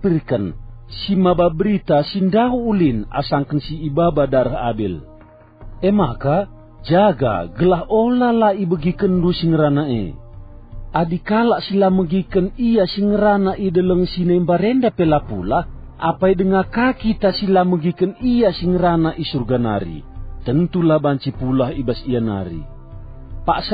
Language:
Batak Karo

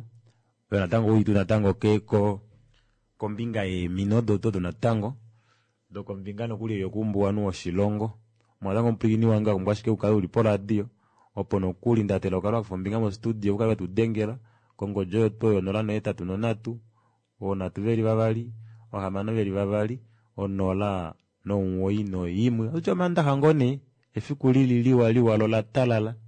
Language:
Kuanyama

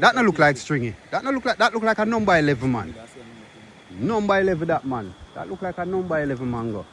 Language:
Jamaican Creole English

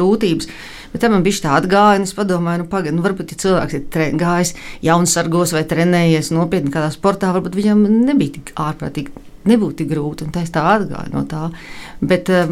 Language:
Latvian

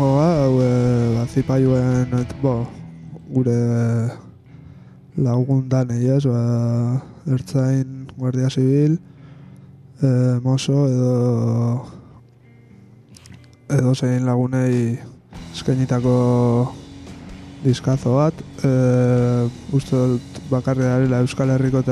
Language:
Basque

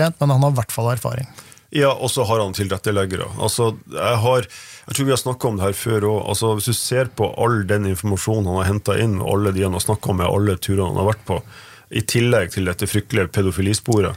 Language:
Norwegian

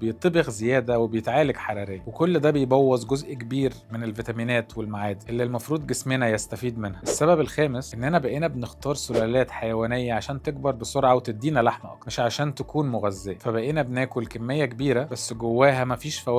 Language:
Egyptian Arabic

